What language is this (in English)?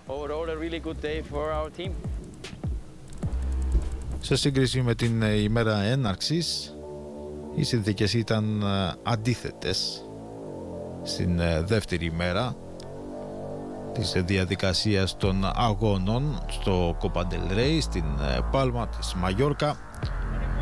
Greek